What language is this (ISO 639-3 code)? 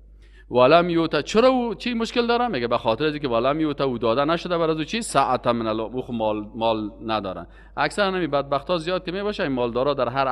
fas